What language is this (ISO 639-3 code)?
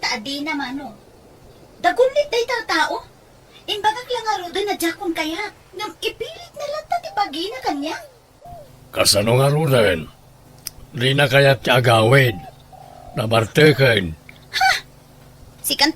ilo